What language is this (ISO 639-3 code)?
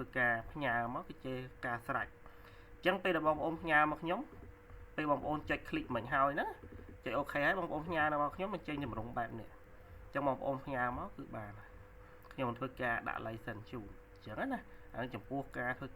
khm